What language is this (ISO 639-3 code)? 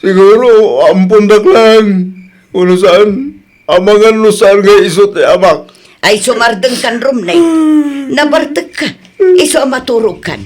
ilo